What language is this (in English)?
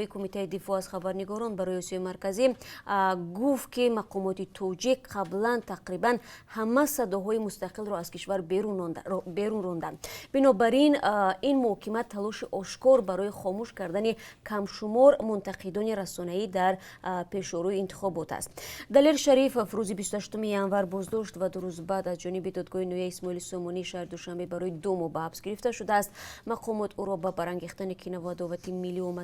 Tajik